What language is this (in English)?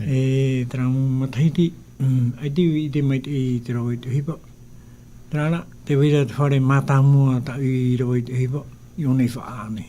Tahitian